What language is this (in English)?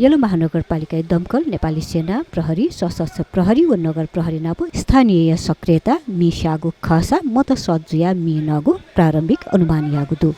Newari